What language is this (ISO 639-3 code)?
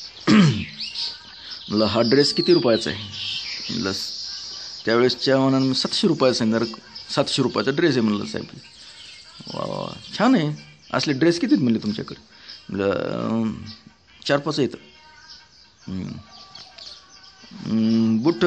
mar